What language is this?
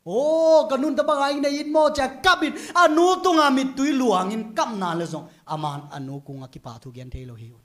Tedim Chin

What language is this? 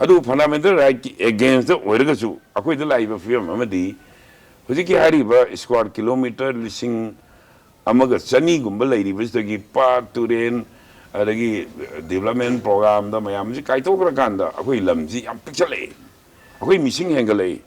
Manipuri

